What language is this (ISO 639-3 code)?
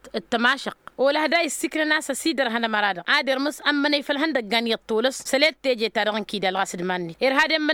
taq